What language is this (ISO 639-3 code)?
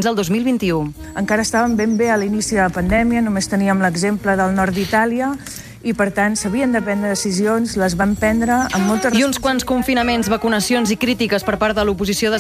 cat